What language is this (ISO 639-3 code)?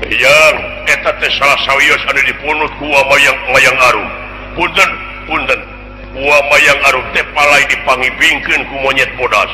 sun